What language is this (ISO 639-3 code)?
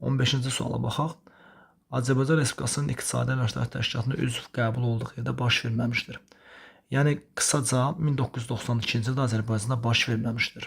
aze